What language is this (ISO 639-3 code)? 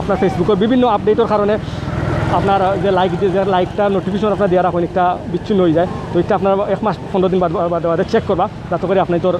syl